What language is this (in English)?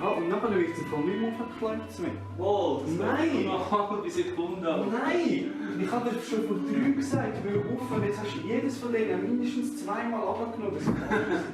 Swiss German